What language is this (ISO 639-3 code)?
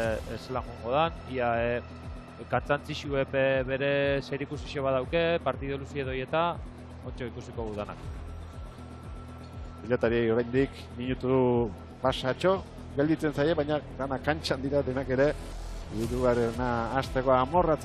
eus